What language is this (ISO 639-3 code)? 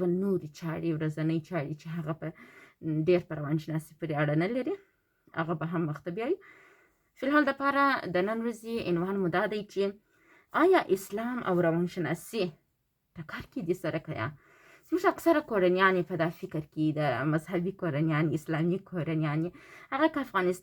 pus